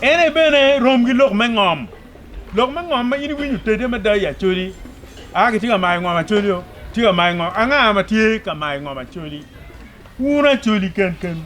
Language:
Acoli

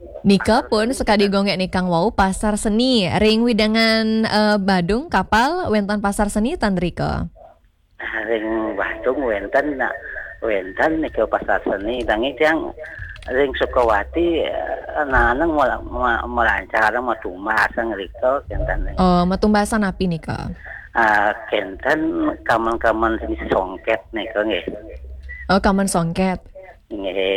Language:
Balinese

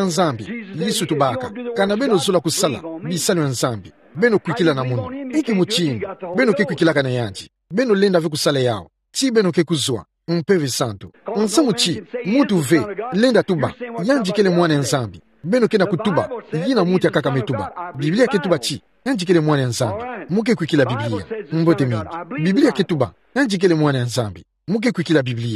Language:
Kituba (Democratic Republic of Congo)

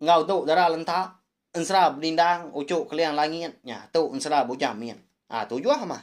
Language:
Iban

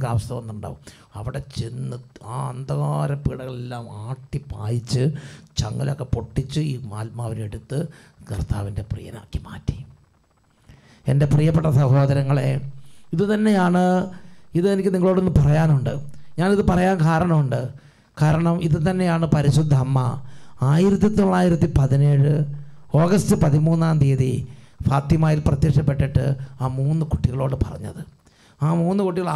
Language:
Malayalam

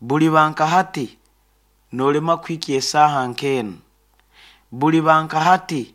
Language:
Nyoro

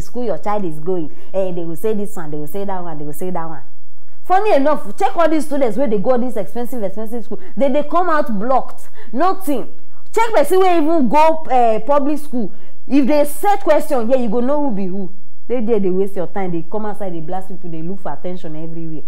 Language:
Nigerian Pidgin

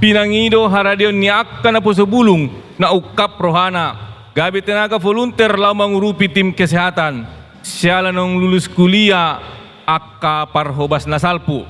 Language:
Batak Toba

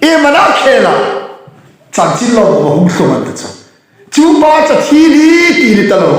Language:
Hmar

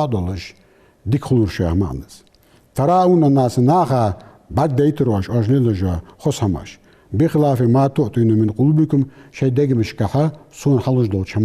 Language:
Ingush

